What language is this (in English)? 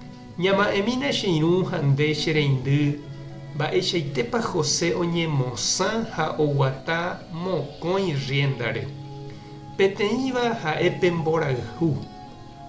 Guarani